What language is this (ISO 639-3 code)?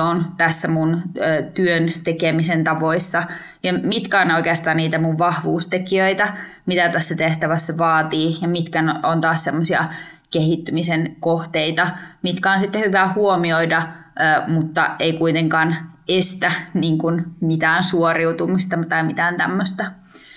fin